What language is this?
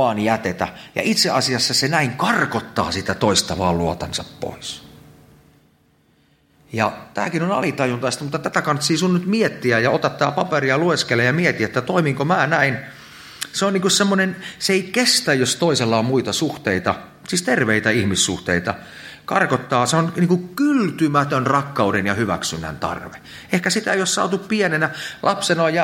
Finnish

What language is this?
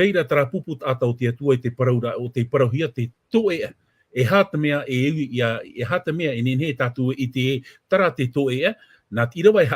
Tahitian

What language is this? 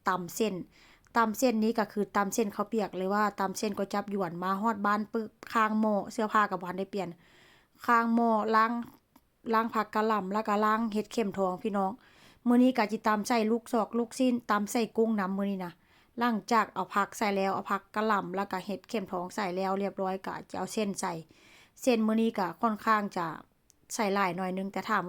Northeastern Thai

